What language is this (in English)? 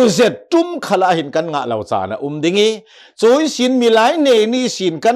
Hakha Chin